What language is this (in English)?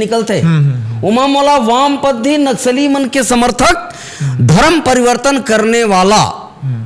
Chhattisgarhi